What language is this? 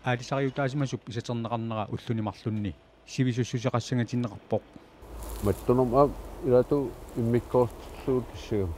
Kalaallisut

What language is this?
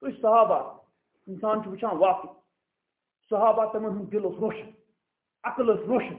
Kashmiri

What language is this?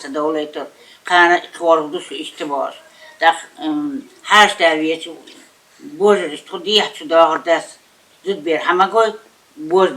Chechen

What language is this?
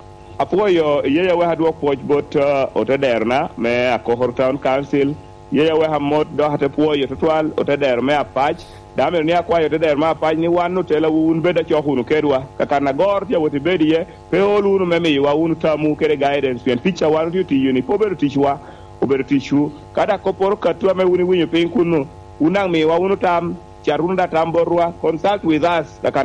Lango (Uganda)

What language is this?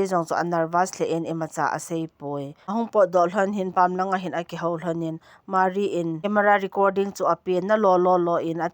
Thado Chin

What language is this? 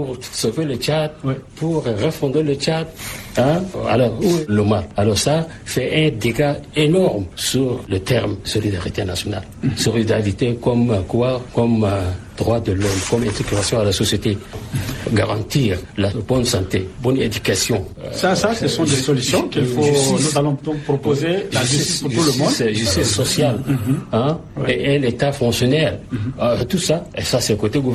French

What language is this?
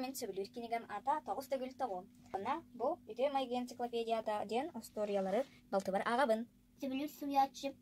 Yakut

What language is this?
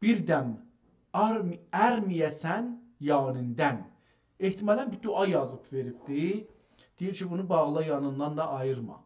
South Azerbaijani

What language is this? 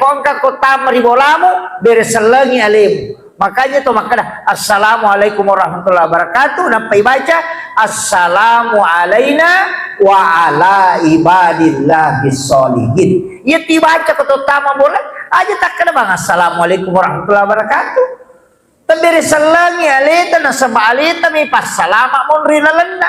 Buginese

